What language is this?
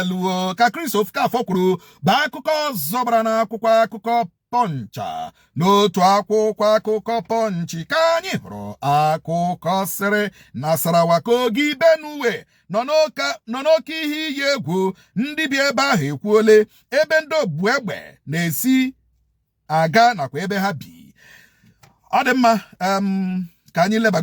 Igbo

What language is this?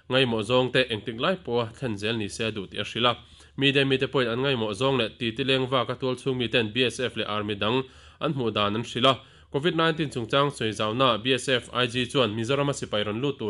Mizo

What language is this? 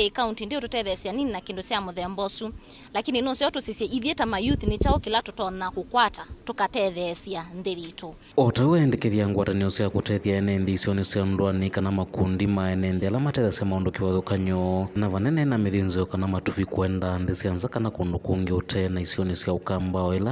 Kamba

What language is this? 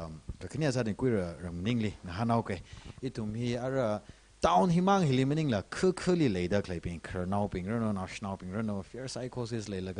Tangkhul Naga (India)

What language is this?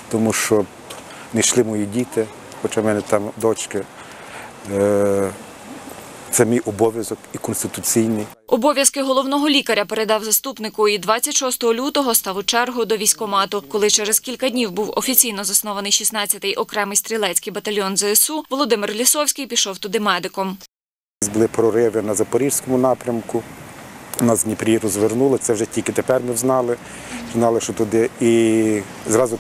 Ukrainian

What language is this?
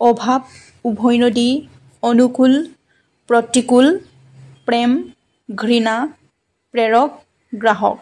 Assamese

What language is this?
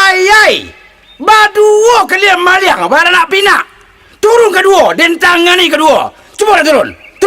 Minangkabau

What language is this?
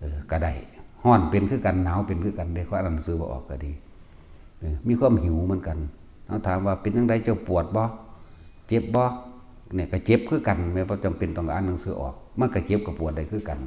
Northeastern Thai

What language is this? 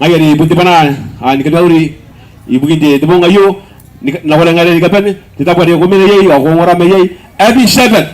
Gilbertese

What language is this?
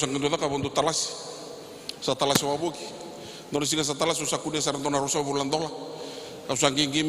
Fijian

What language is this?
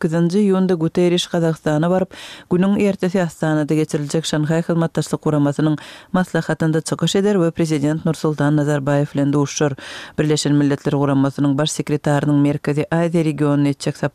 Turkmen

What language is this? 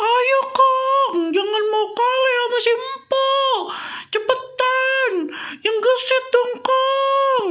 Betawi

